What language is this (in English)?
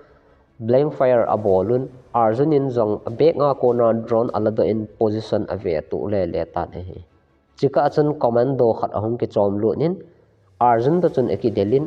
Thado Chin